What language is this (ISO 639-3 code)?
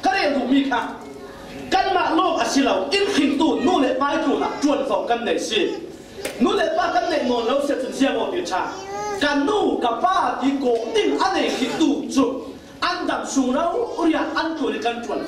cfm